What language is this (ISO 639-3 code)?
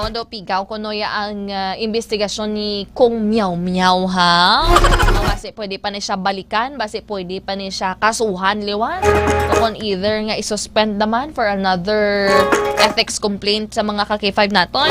hil